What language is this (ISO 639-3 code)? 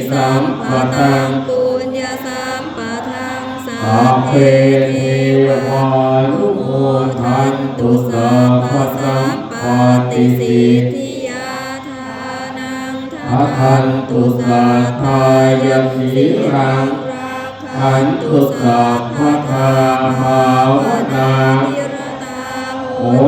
pli